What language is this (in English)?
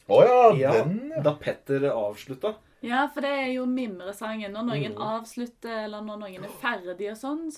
Norwegian